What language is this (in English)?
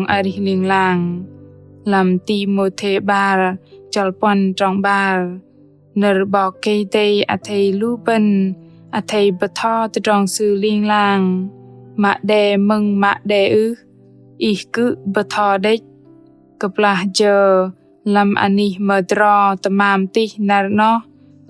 Bahnar